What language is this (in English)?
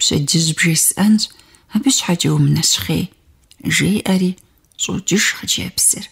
Kabardian